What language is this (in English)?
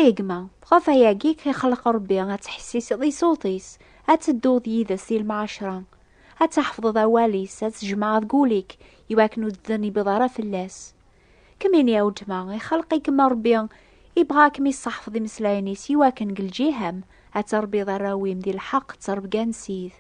Kabyle